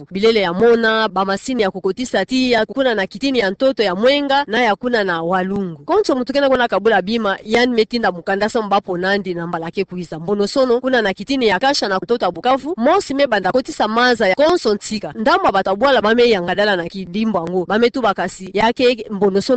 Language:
Kituba (Democratic Republic of Congo)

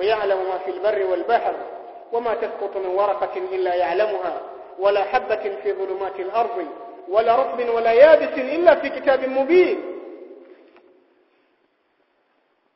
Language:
Swahili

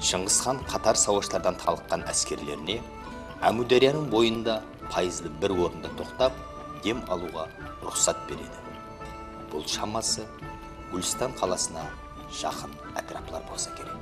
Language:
Kara-Kalpak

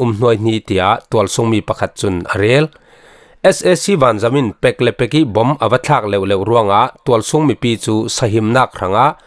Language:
Falam Chin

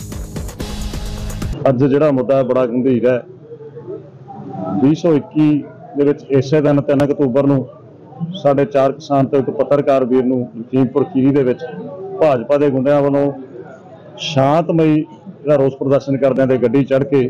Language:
Punjabi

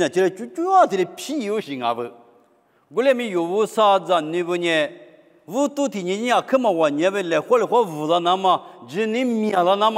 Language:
Lisu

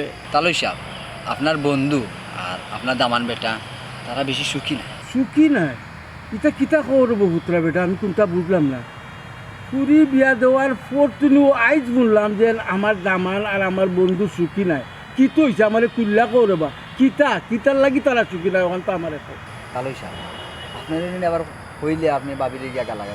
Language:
Sylheti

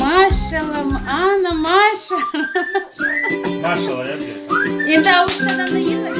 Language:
Crimean Tatar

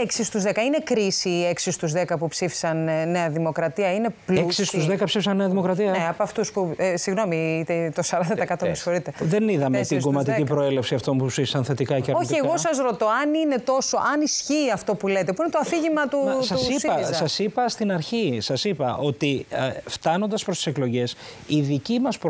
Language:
Greek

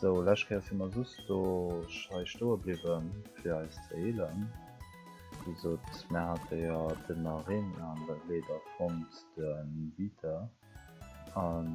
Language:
Luxembourgish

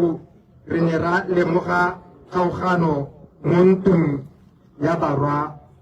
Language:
Tswana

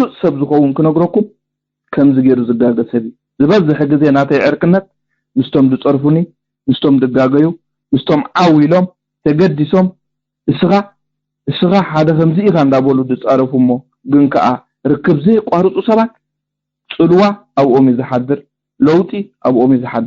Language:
Tigrinya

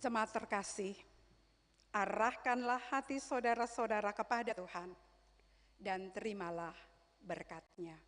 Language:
Ambonese Malay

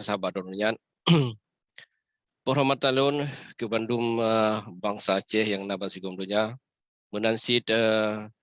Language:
Achinese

